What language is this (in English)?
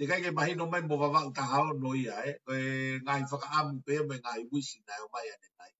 Tongan